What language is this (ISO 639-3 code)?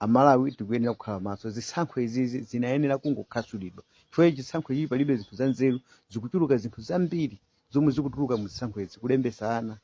nya